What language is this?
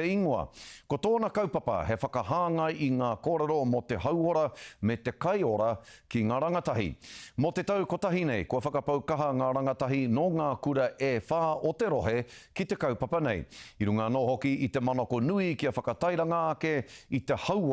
Māori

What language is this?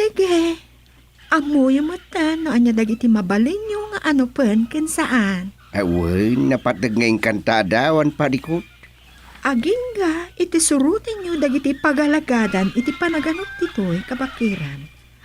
Iloko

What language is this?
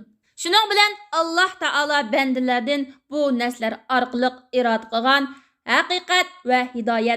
Uyghur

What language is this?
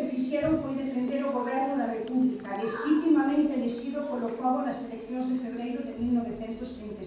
Galician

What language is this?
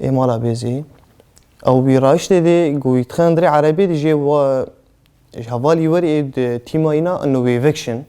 Kurdish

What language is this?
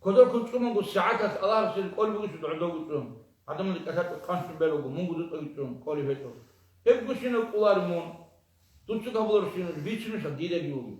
Avaric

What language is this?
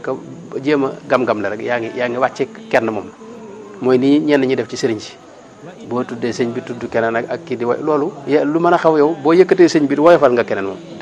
Wolof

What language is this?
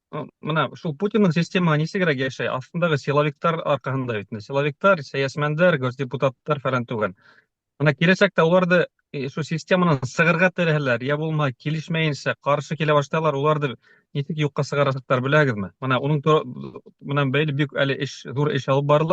Bashkir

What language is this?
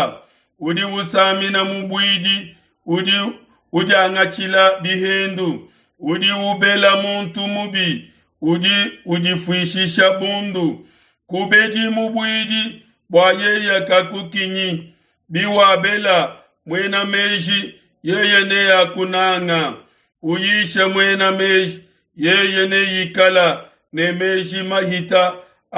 Luba-Lulua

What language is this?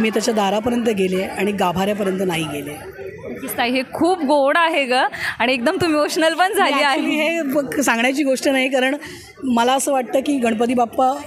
Marathi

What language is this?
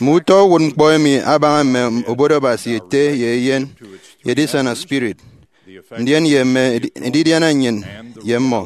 Efik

